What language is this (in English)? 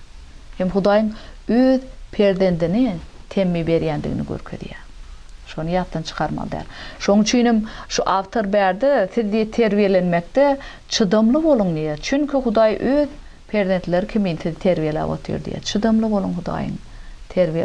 Turkmen